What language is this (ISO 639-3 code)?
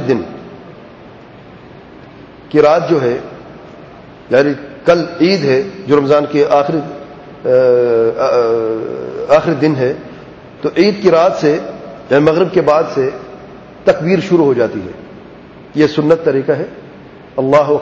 urd